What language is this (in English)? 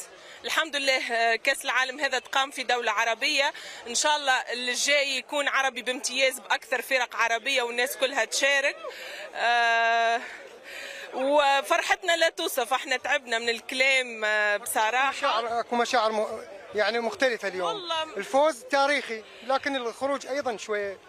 Mesopotamian Arabic